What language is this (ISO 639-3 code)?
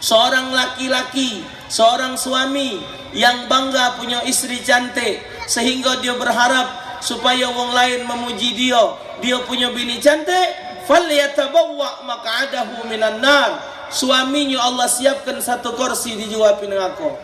mui